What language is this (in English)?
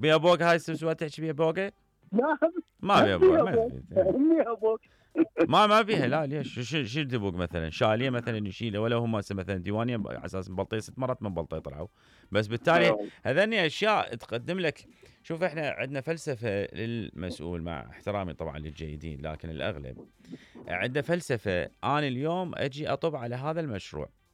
Mesopotamian Arabic